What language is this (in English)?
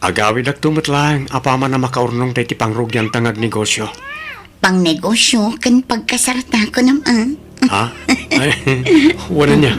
Iloko